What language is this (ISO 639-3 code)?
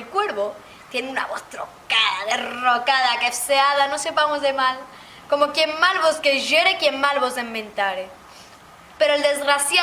lad